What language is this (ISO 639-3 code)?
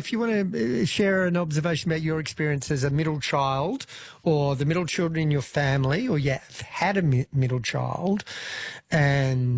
eng